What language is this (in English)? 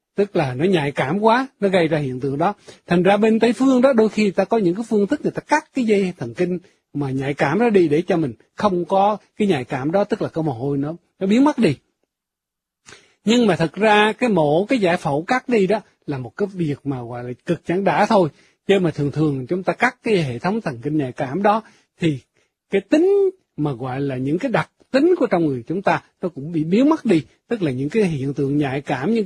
Vietnamese